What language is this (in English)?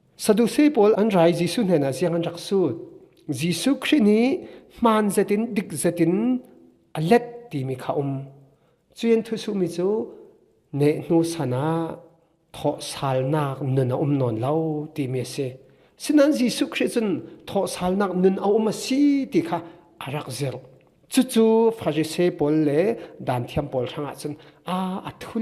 Falam Chin